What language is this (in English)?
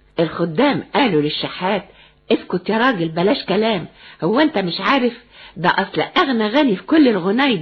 Egyptian Arabic